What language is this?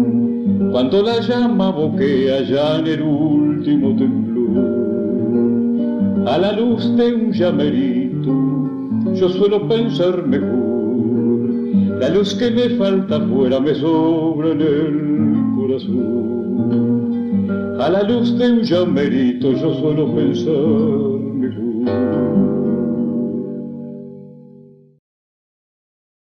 Spanish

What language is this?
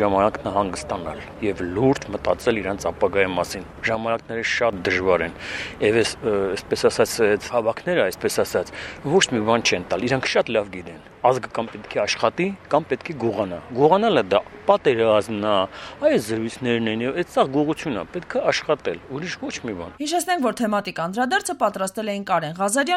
Armenian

